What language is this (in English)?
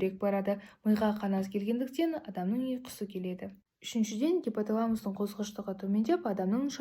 Kazakh